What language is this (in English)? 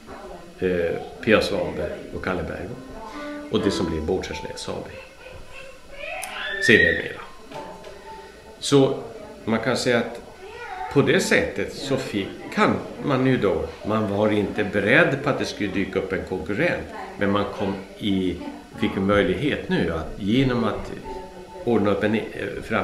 Swedish